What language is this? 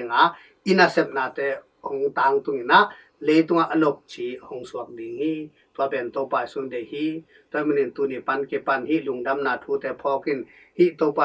Tedim Chin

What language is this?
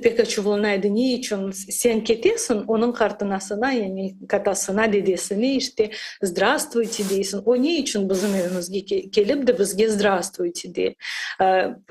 Crimean Tatar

